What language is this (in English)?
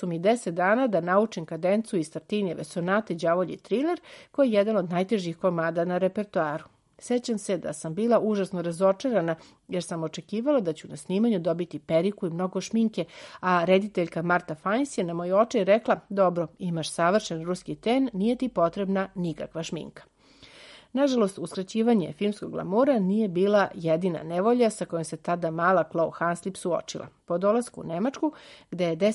Serbian